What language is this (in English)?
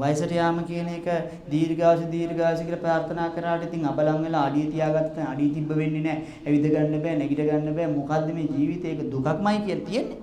Sinhala